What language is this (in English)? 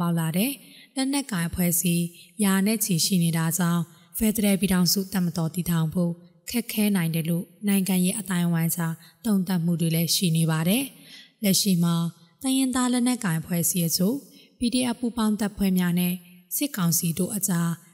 Burmese